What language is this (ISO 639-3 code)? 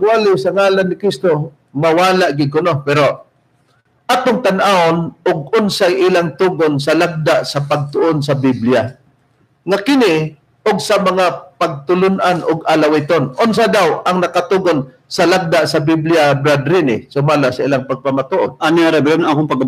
ceb